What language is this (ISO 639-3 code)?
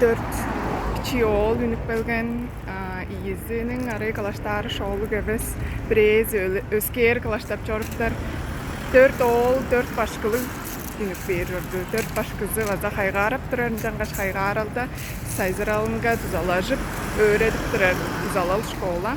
tyv